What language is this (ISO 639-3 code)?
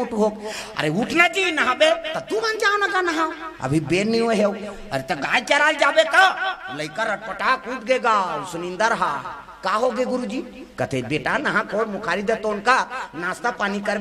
hne